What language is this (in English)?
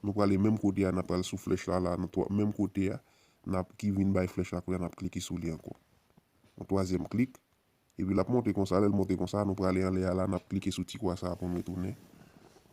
Haitian Creole